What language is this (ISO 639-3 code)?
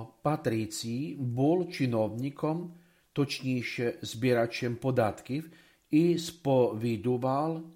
ukr